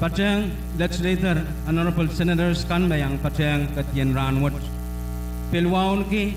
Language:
Pohnpeian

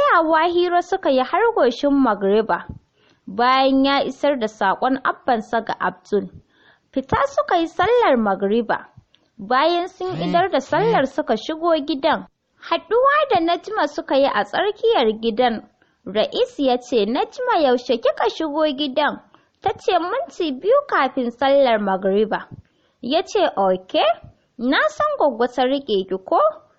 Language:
Hausa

